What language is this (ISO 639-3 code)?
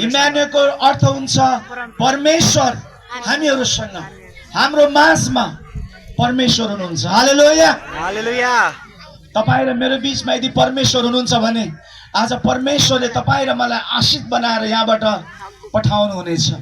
nep